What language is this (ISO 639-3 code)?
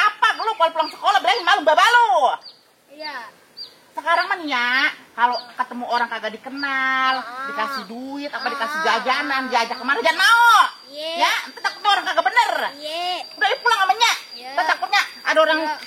bew